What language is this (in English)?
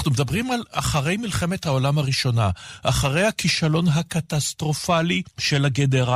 Hebrew